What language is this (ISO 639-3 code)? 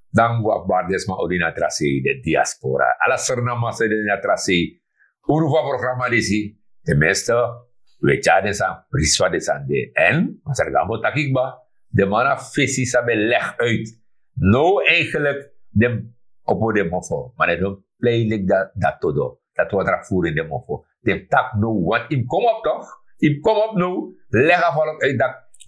srn